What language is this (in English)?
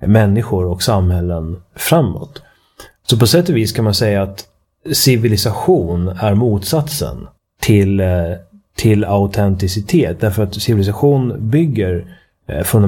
Swedish